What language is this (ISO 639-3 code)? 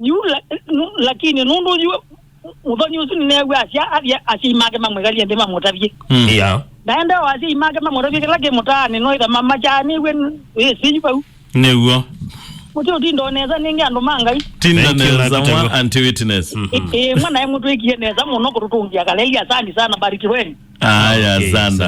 kam